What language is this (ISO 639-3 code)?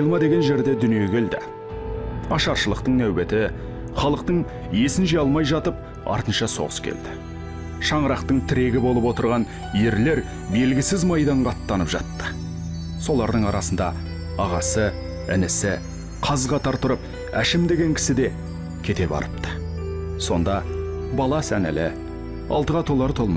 kaz